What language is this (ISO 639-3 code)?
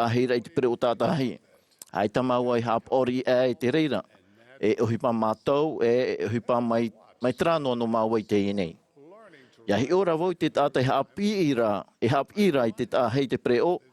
tah